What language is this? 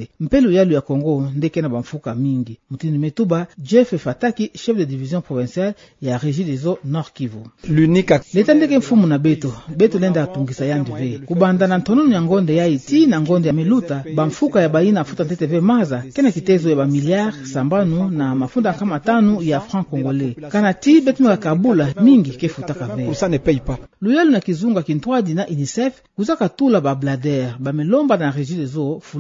Kituba (Democratic Republic of Congo)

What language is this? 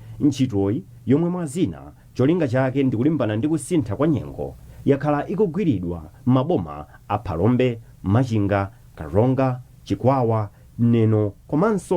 Nyanja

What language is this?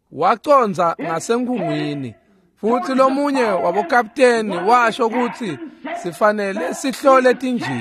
Swati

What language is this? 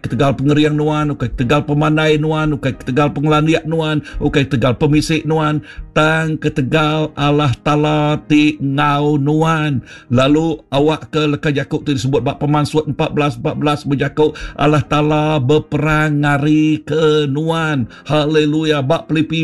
Iban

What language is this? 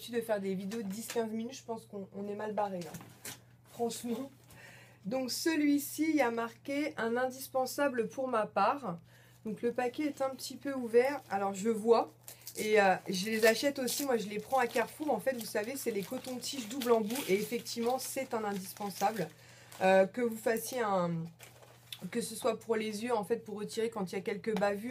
French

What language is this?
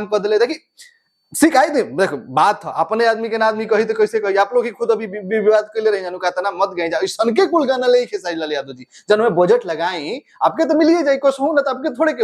Bhojpuri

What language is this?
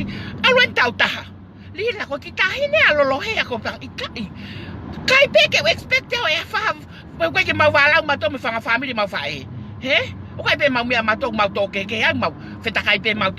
Tongan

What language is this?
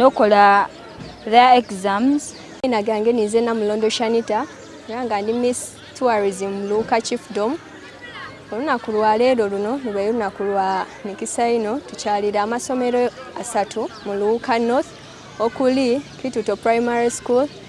Soga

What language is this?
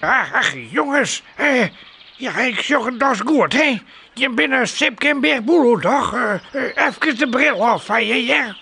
Western Frisian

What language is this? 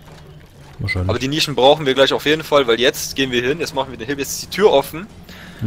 German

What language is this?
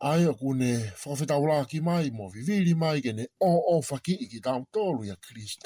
Tongan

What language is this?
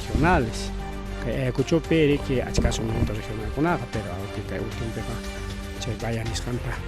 Ayacucho Quechua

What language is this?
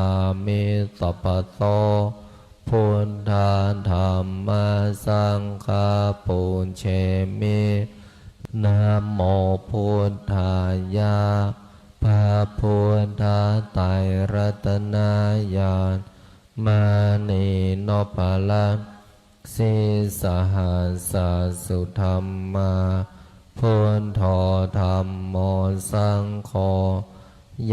Pali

